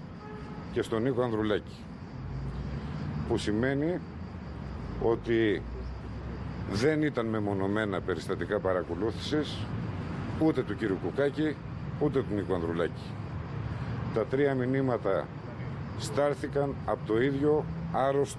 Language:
Greek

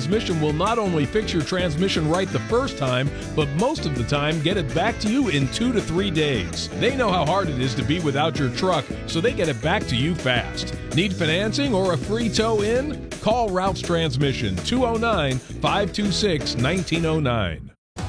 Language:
English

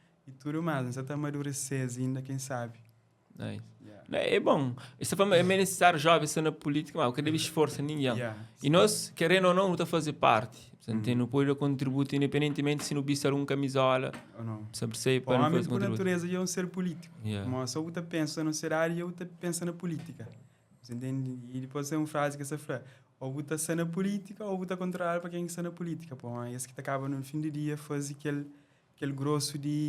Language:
Kabuverdianu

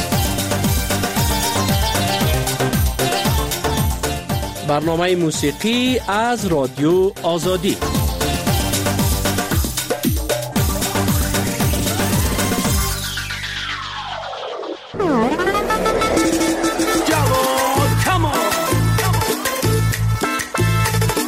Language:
Persian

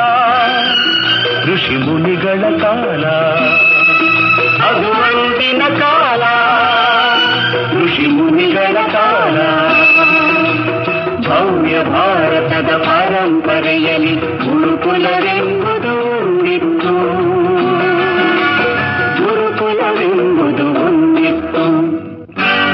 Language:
Kannada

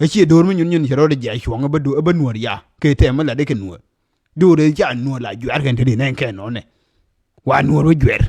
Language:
Nuer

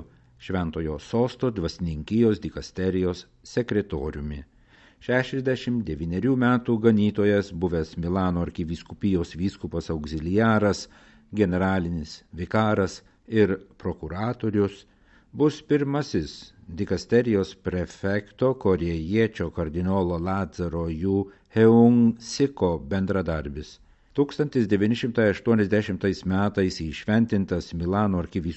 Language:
Lithuanian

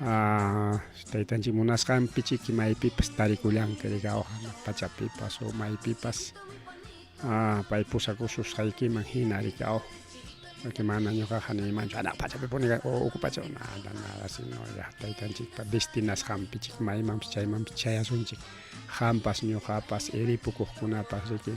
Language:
Ayacucho Quechua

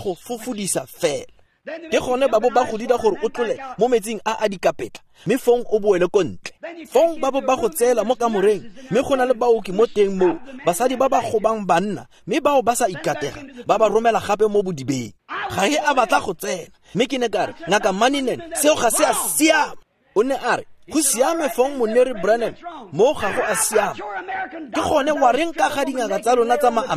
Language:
Tswana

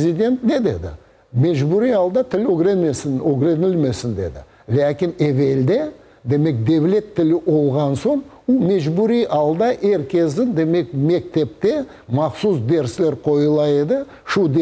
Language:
Crimean Tatar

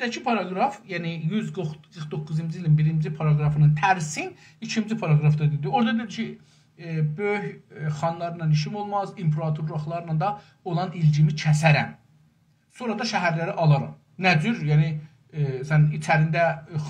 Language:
South Azerbaijani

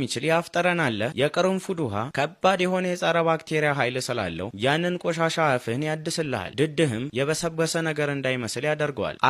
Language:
Amharic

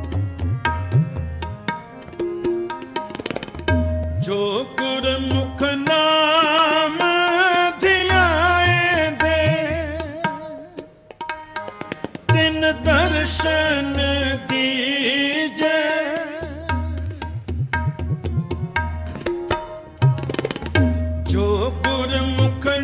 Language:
Punjabi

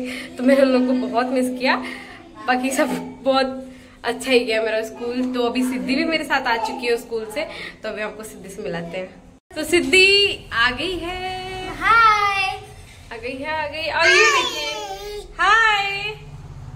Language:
Hindi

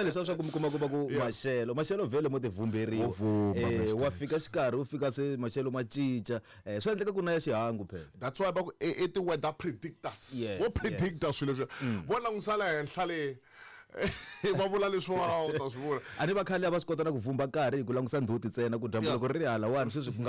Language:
Tsonga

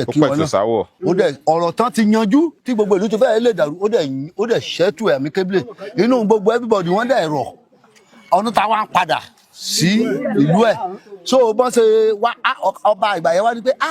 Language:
Yoruba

